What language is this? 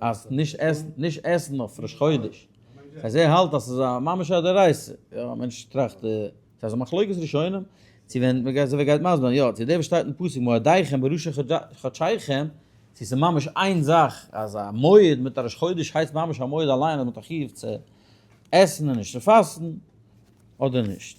Yiddish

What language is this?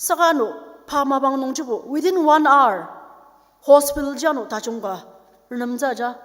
Ao Naga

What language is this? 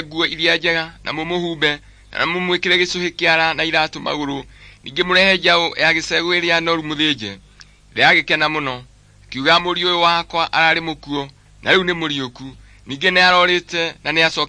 Kikuyu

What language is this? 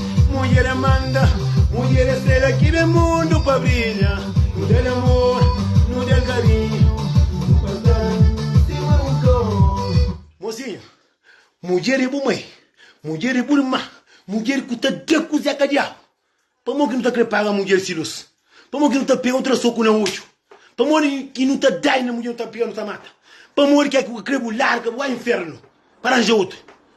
Kabuverdianu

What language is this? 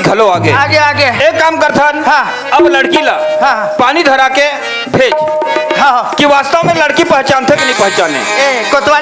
Chhattisgarhi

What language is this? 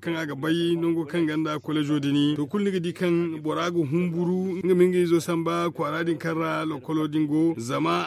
Zarma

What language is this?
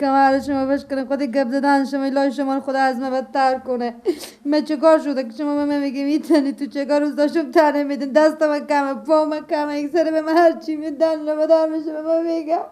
Persian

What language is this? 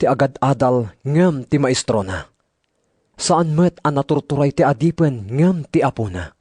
Iloko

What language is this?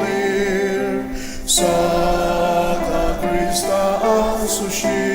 Ao Naga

